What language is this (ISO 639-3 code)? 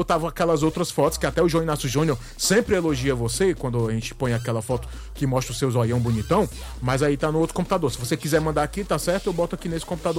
por